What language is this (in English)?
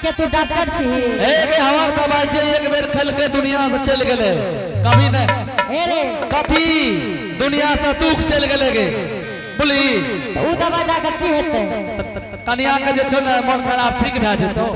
Angika